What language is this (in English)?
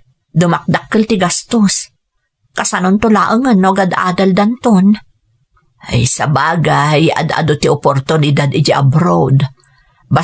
Iloko